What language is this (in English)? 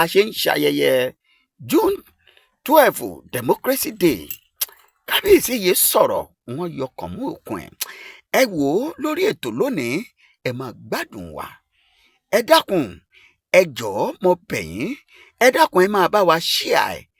Yoruba